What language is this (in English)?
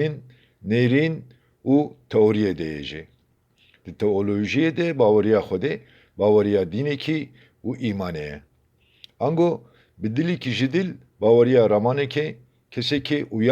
Kurdish